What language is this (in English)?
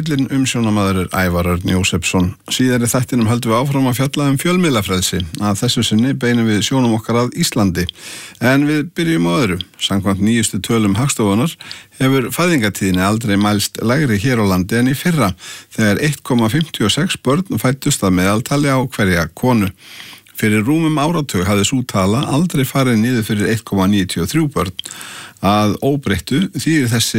Icelandic